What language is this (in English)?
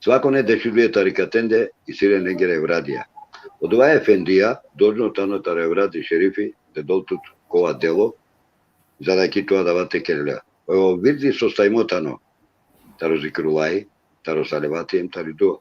Balkan Romani